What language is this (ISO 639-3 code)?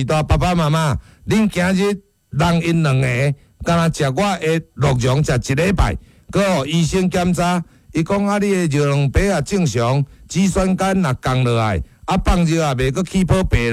nan